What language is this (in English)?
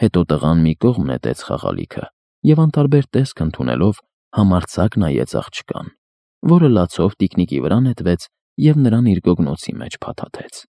Armenian